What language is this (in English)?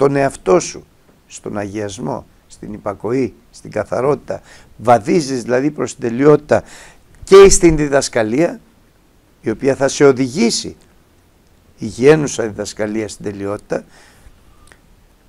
Greek